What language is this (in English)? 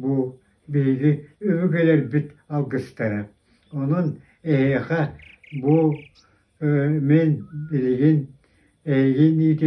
Yakut